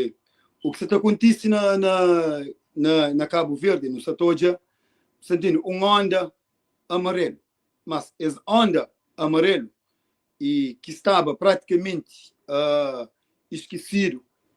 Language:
Kabuverdianu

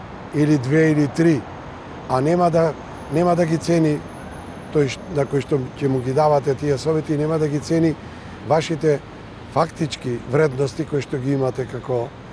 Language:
Macedonian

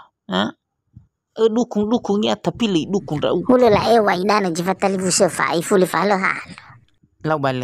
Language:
Nias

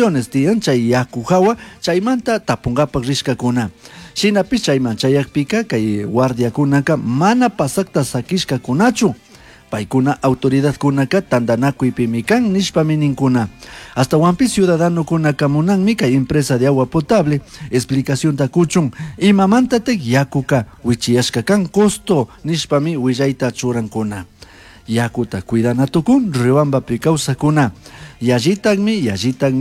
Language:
Chimborazo Highland Quichua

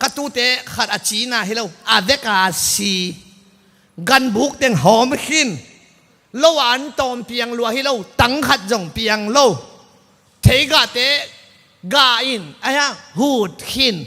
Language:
Tedim Chin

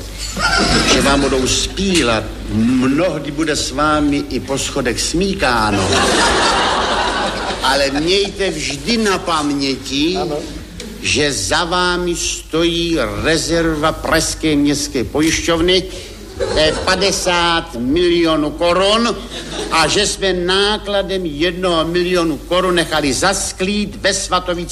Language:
Czech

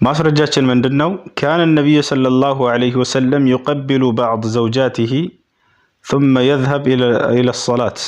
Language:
Amharic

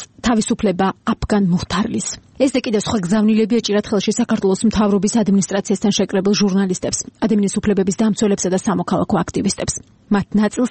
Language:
Georgian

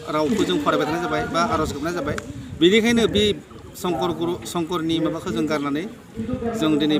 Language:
Bodo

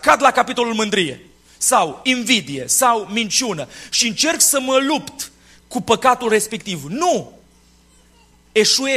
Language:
Romanian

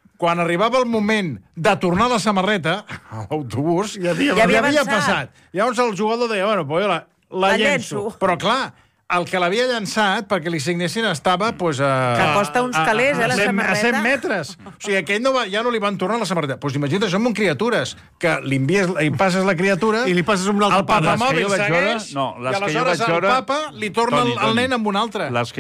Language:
Catalan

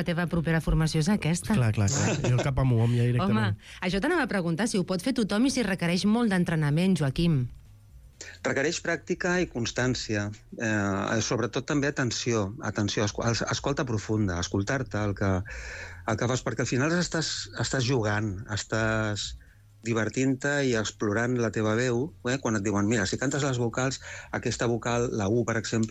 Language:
Catalan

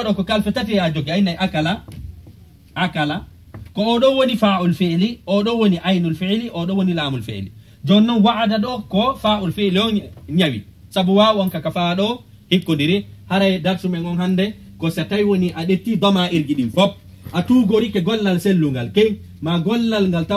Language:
Fula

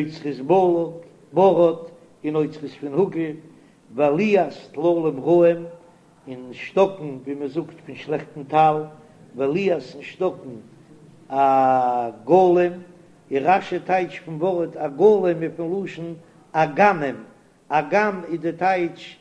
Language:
Yiddish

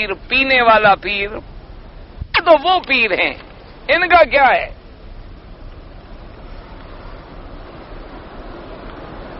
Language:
Urdu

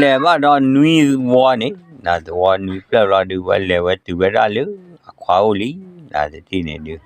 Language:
S'gaw Karen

